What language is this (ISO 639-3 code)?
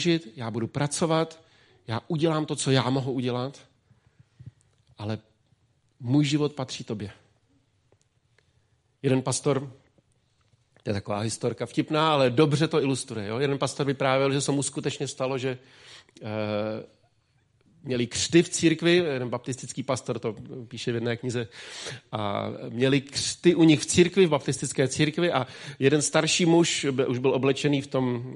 ces